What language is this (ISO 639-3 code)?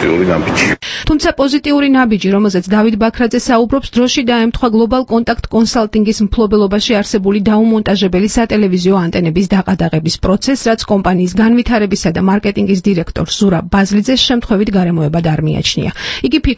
kat